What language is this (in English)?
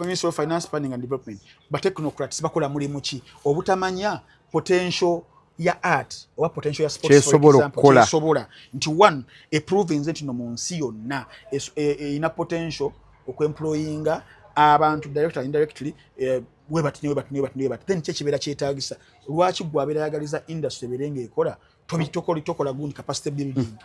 Ganda